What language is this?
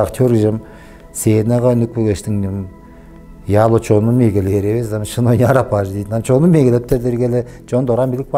Tuvinian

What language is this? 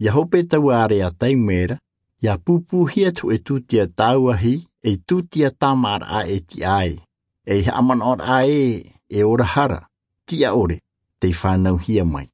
Tahitian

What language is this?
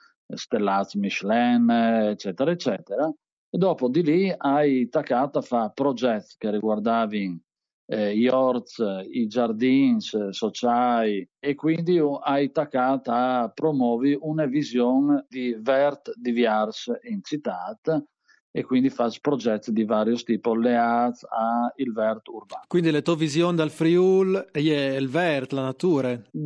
Friulian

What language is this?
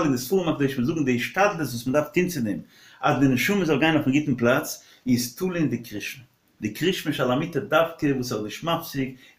Yiddish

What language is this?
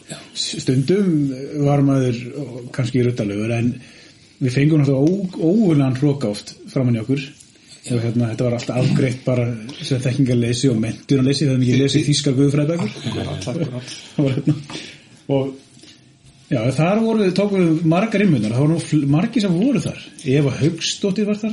Icelandic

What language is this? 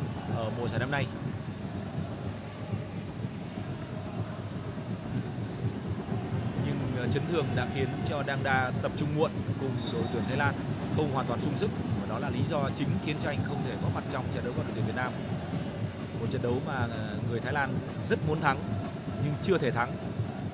Vietnamese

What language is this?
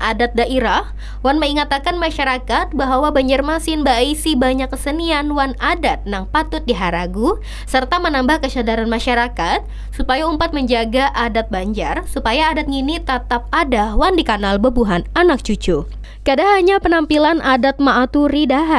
Banjar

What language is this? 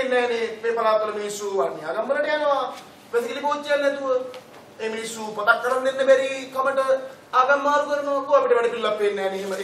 Sinhala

